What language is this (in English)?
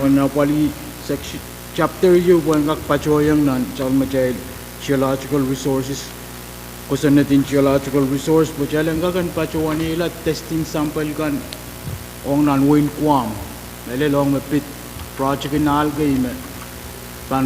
Pohnpeian